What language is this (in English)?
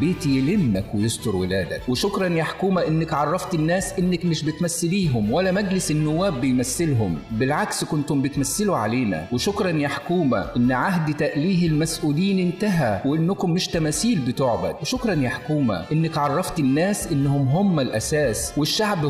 Egyptian Arabic